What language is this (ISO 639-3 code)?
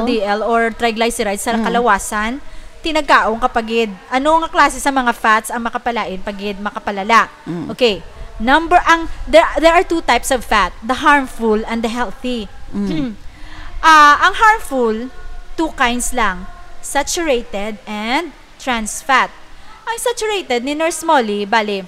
hil